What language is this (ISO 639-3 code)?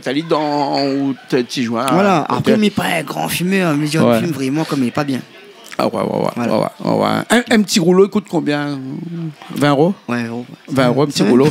rcf